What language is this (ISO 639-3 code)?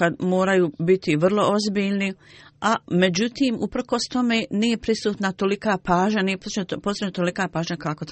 bos